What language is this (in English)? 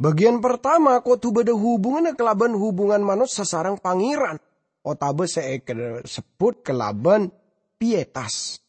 Madurese